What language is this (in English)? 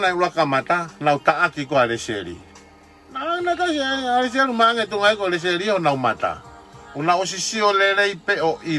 Tongan